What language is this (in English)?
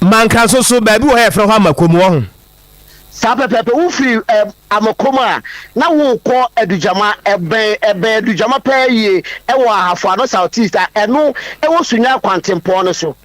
Akan